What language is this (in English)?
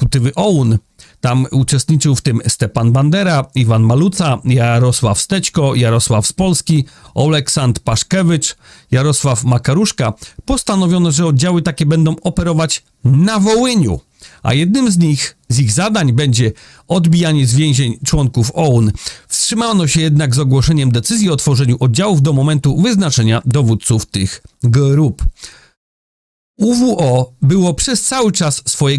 Polish